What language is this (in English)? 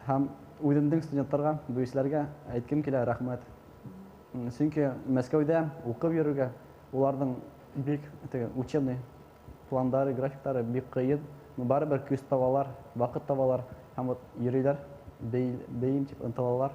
Bashkir